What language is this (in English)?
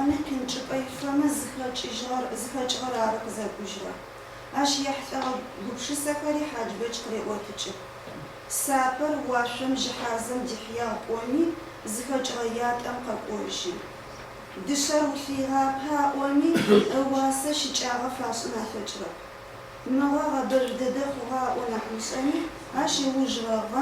Adyghe